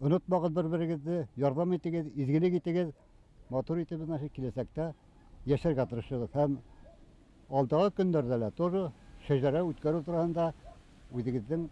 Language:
Bashkir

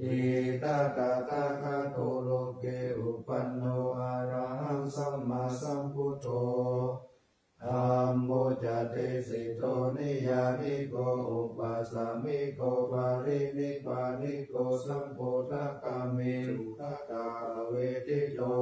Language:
Pali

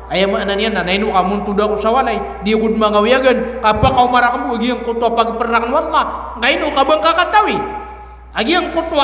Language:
Maranao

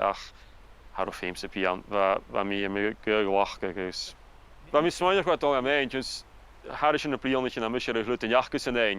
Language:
Scottish Gaelic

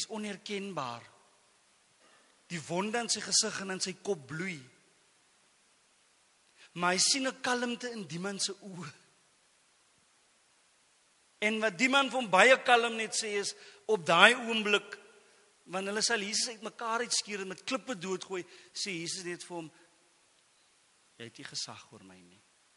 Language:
Afrikaans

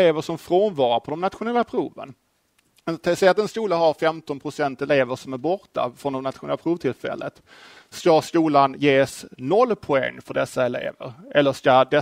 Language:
Swedish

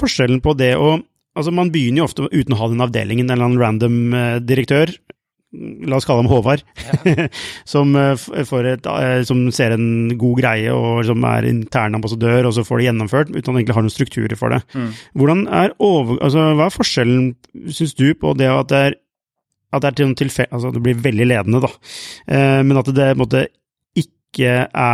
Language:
Norwegian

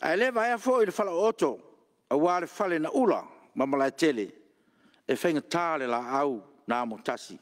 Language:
Samoan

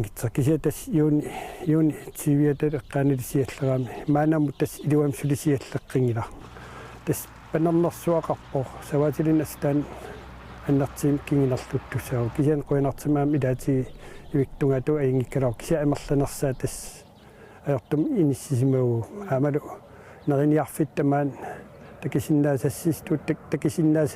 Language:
Kalaallisut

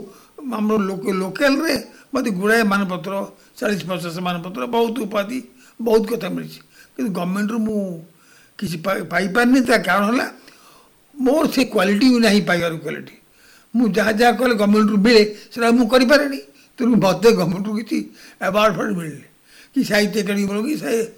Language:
Odia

